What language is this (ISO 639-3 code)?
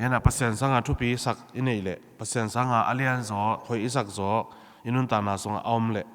ctd